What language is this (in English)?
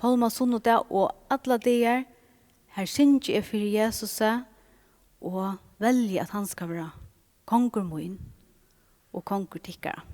Faroese